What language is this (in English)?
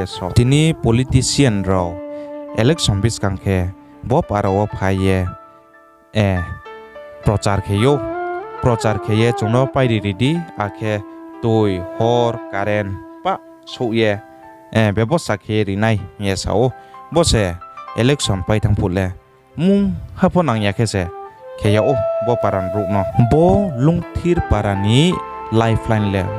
Riang (India)